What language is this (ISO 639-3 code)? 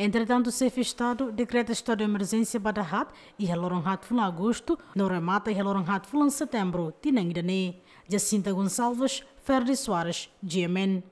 tet